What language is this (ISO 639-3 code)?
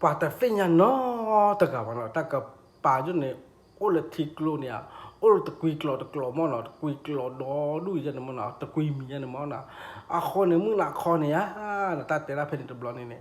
ksw